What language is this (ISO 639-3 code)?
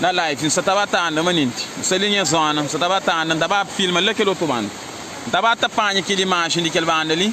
kea